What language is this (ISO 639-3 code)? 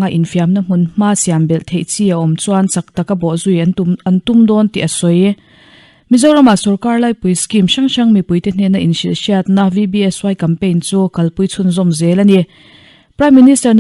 lus